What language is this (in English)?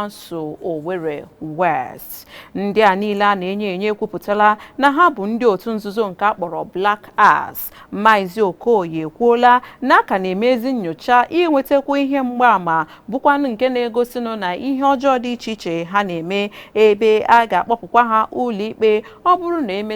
Igbo